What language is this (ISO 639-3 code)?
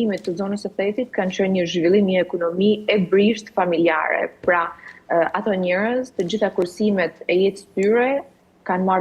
sqi